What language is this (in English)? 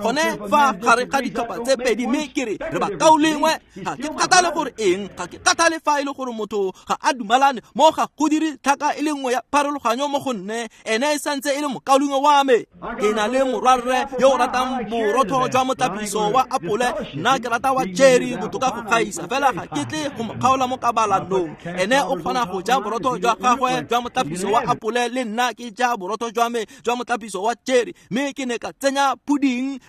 Tswana